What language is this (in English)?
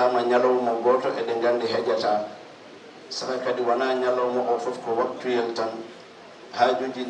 Fula